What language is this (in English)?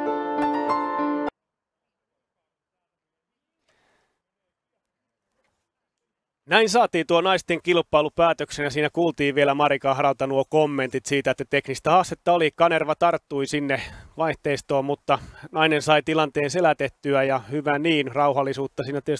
Finnish